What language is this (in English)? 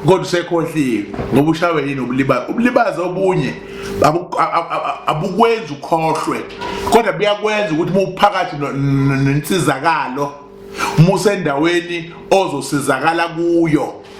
Zulu